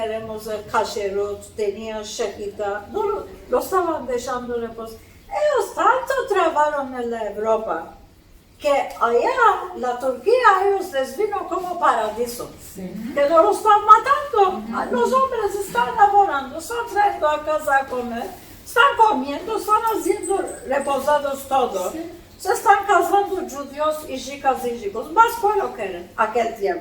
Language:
Ladino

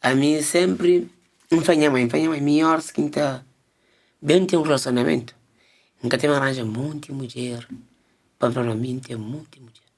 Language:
Kabuverdianu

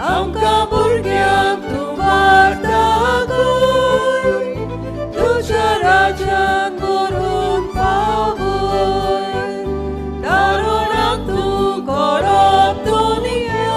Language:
Konkani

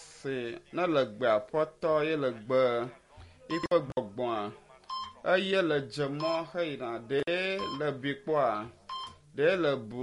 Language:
Ewe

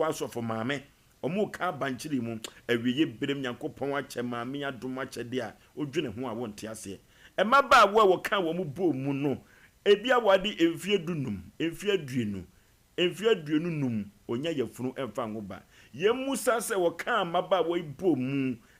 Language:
Akan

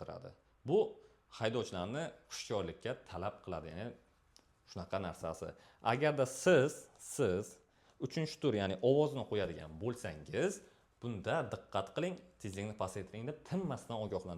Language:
Uzbek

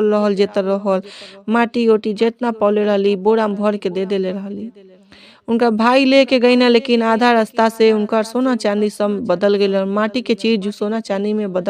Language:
Bhojpuri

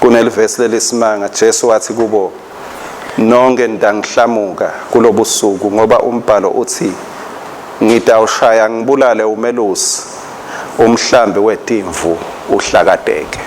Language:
Swati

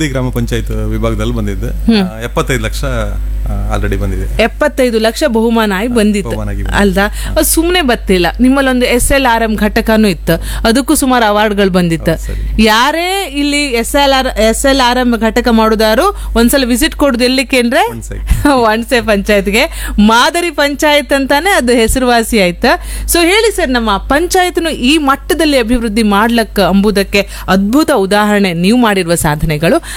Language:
Kannada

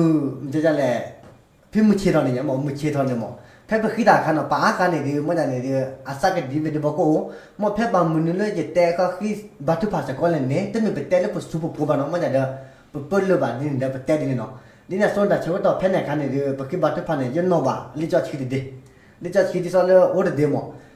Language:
S'gaw Karen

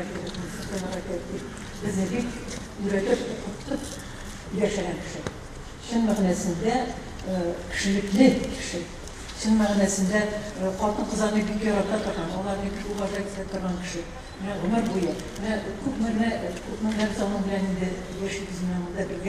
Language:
Tatar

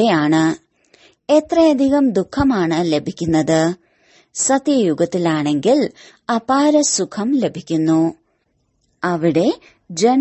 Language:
Malayalam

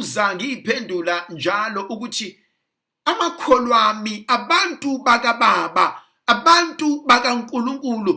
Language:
Zulu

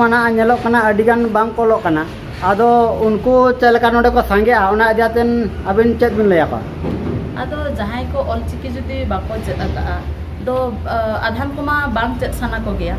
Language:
Santali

